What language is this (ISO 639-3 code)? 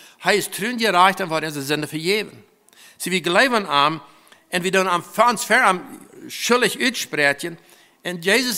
pdt